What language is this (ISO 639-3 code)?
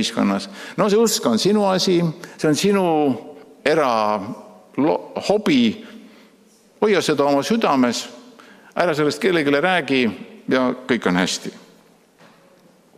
est